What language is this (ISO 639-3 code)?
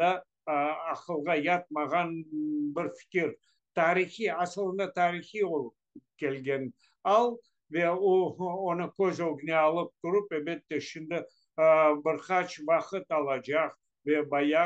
crh